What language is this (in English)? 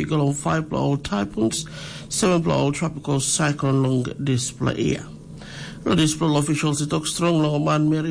Tok Pisin